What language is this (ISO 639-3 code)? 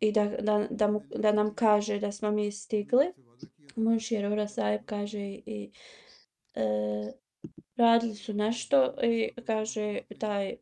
bos